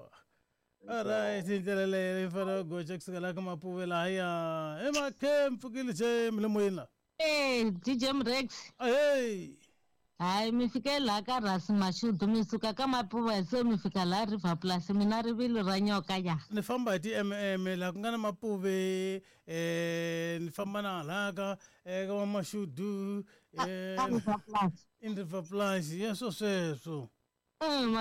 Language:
Tsonga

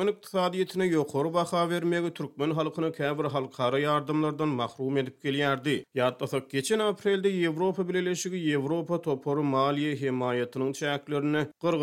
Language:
Turkmen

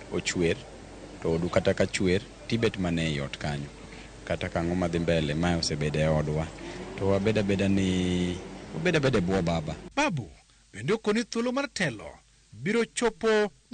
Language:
Luo (Kenya and Tanzania)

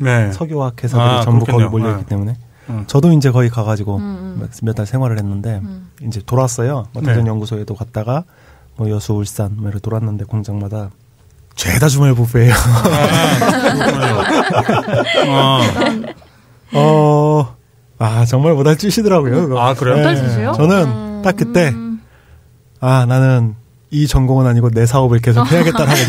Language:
Korean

